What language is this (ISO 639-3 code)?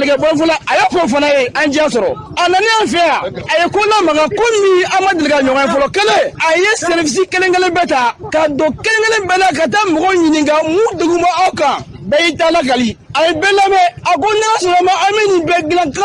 bam